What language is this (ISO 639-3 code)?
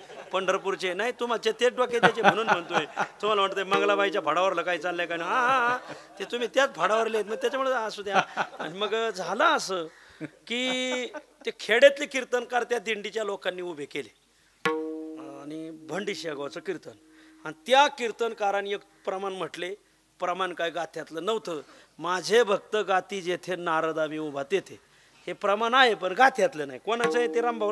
mar